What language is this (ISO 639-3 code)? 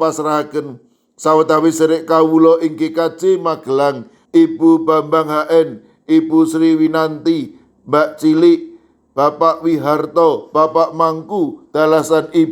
jav